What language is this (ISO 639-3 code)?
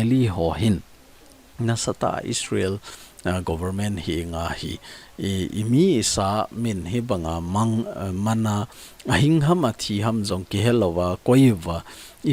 tcz